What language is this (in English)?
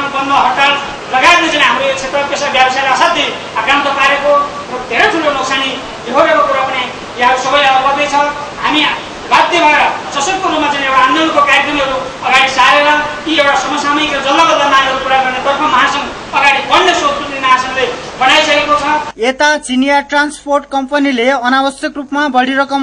Nepali